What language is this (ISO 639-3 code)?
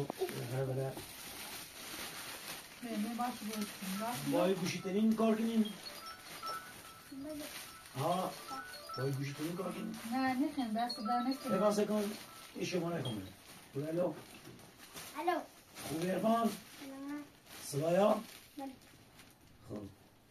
fas